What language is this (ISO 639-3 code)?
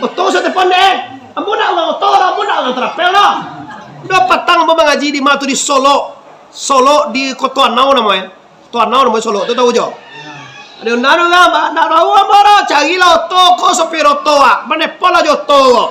min